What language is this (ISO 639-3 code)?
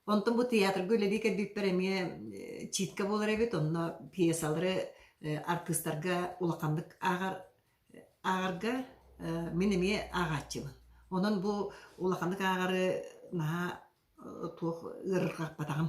sah